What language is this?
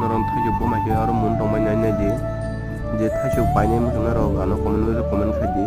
Kok Borok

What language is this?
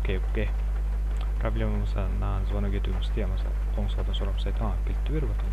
Kara-Kalpak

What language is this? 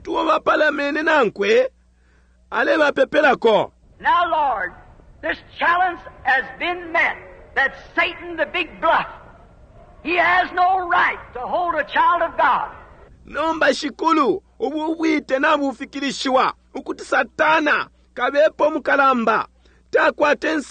Bemba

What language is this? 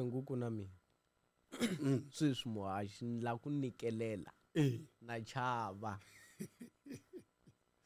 Tsonga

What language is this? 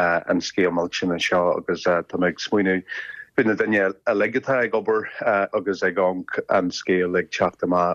Irish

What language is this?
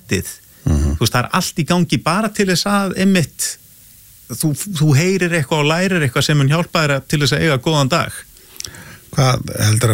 Icelandic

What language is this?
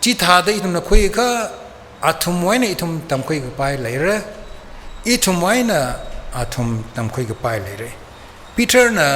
Tangkhul Naga (India)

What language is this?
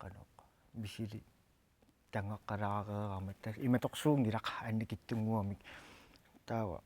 Kalaallisut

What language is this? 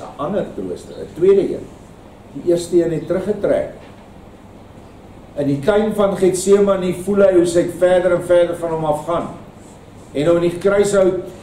Afrikaans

